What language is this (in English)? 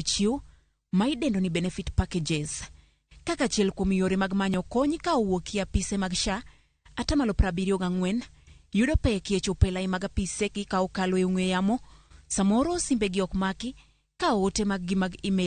Luo (Kenya and Tanzania)